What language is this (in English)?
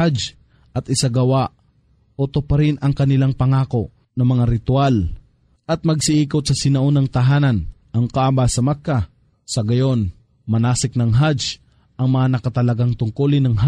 Filipino